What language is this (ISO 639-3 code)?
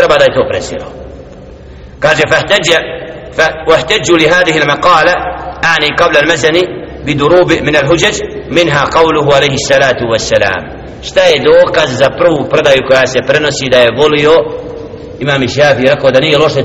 bos